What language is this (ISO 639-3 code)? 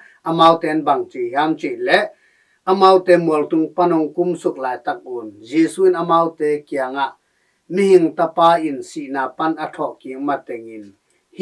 ctd